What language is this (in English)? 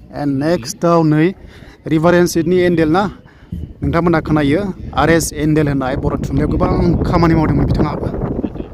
Bodo